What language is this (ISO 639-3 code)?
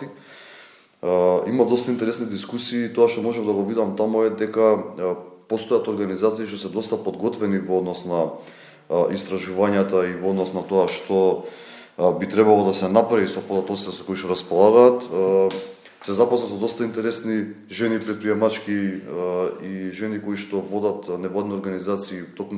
mkd